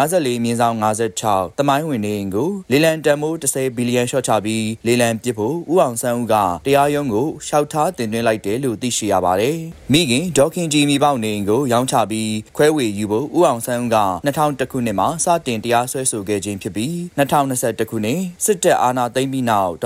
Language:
Burmese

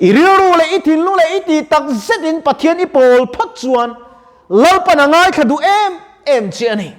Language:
Mizo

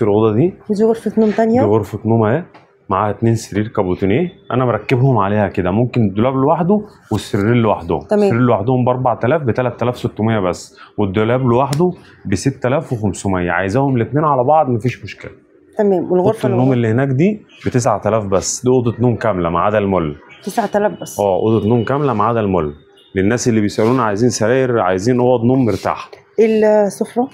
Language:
Egyptian Arabic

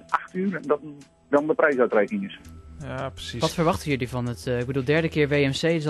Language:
Dutch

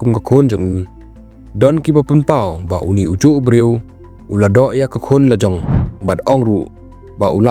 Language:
Khasi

